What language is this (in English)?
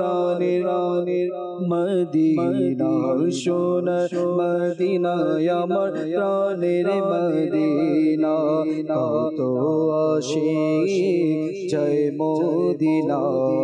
Bangla